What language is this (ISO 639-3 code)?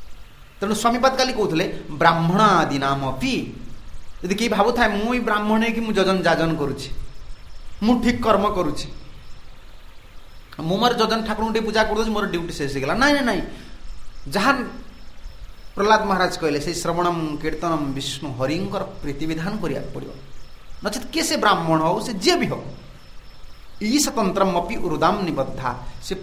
ori